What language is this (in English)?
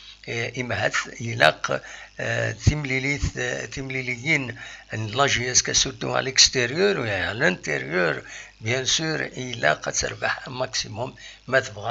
Kabyle